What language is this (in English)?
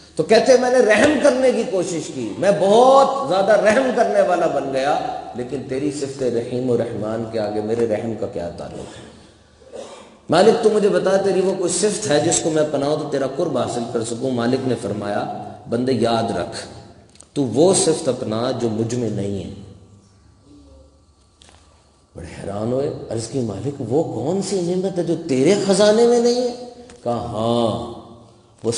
Urdu